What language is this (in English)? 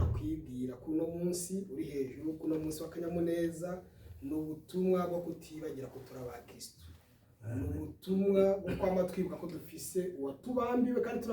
Rundi